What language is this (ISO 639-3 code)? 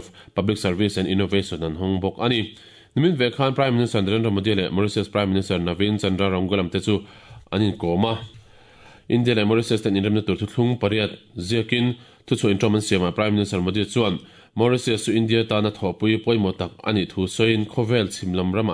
lus